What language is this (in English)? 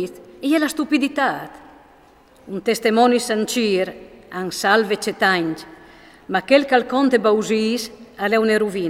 Friulian